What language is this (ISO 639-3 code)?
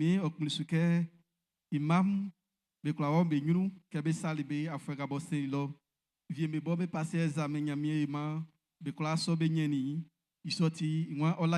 bci